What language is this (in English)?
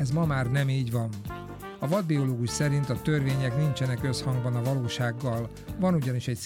Hungarian